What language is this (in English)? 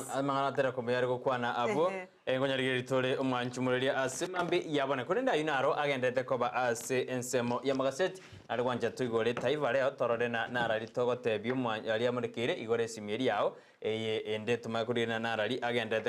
Gusii